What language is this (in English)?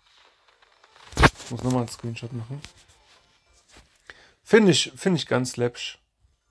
German